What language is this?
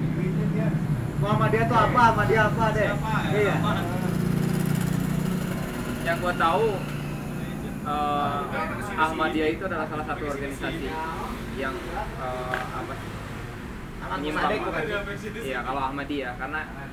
Indonesian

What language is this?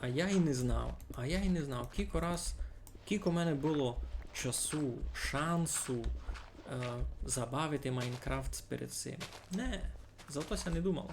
Rusyn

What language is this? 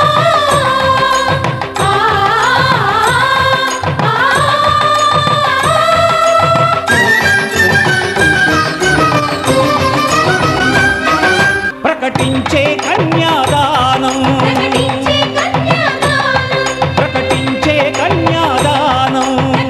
Telugu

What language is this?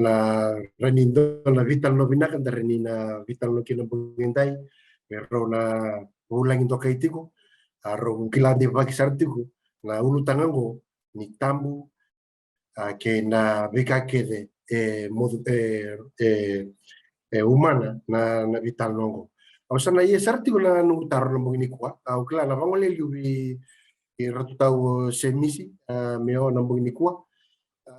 Fijian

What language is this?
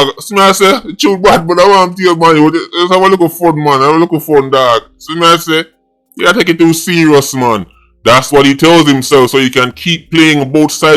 Jamaican Creole English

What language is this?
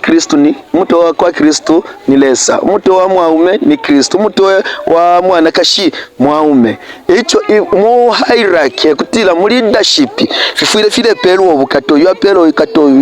Bemba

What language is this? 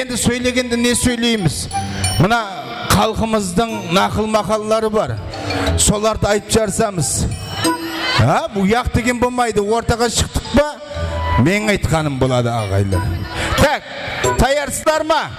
Kara-Kalpak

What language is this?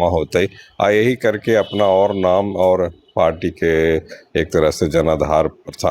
Magahi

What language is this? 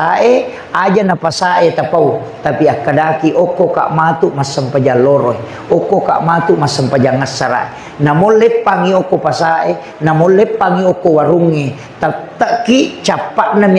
Buginese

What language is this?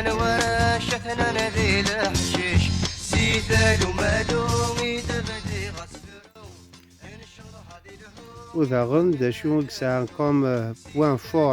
Kabyle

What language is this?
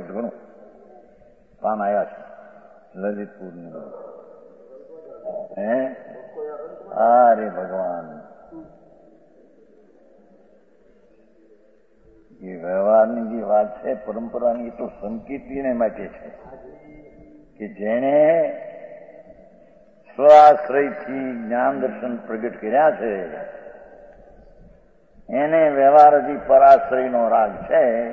Gujarati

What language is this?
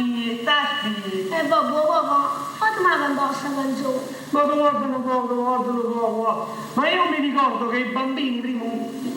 Neapolitan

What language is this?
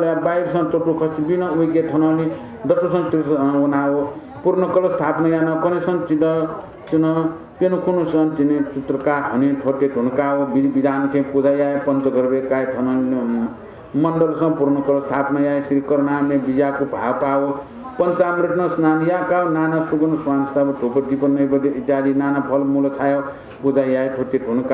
Newari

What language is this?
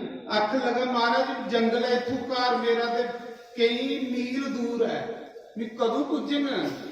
Dogri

